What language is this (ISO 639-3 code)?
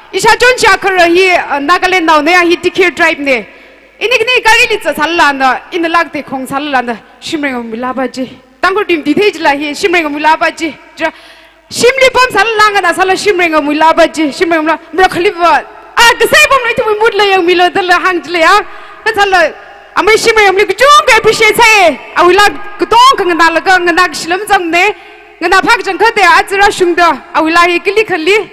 nmf